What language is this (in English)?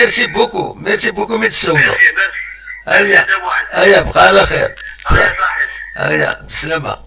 Kabyle